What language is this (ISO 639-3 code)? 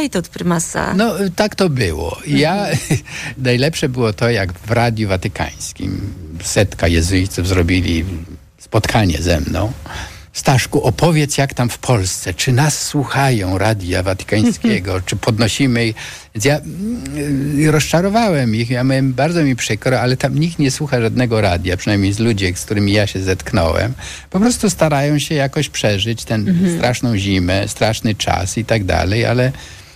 pol